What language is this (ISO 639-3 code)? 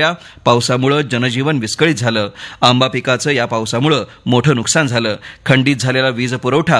mar